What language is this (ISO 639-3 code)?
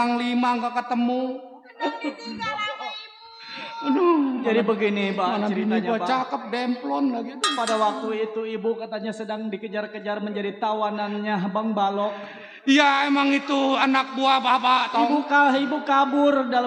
bew